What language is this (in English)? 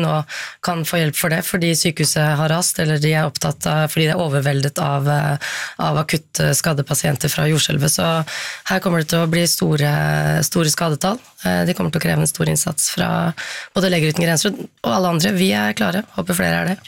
Norwegian